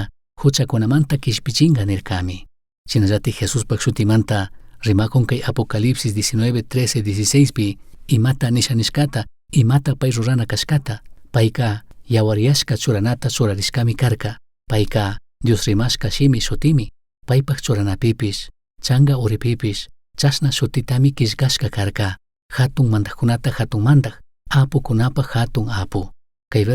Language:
Chimborazo Highland Quichua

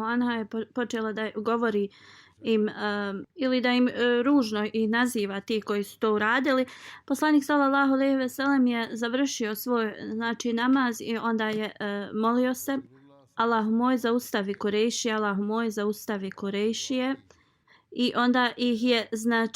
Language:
Bosnian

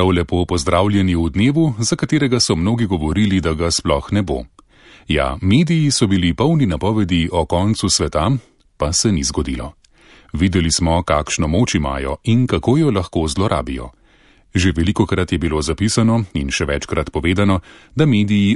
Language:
Slovenian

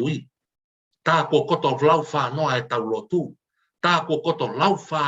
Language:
Tongan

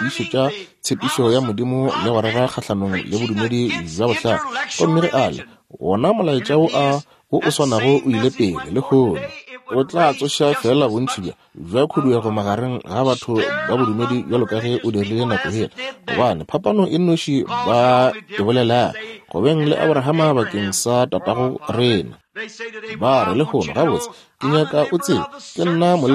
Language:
Northern Sotho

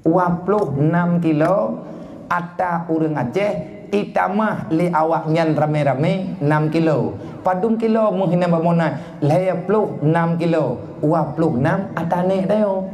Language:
Achinese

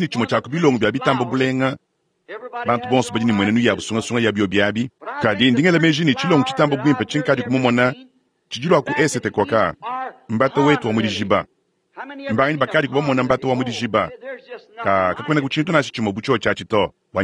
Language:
Luba-Lulua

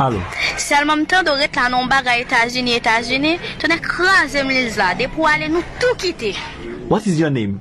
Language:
Haitian Creole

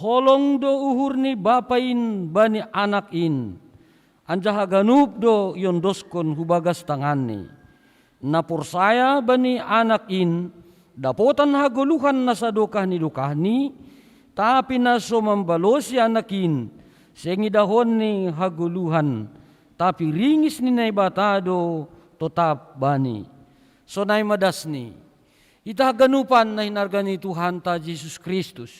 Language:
Batak Simalungun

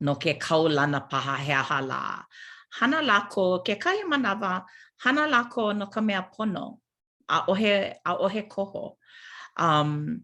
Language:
Hawaiian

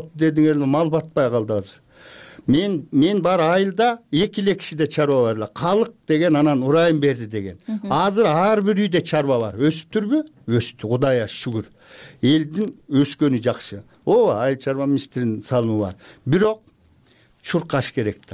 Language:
Kyrgyz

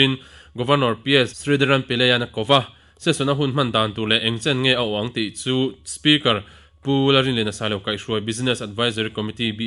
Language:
Mizo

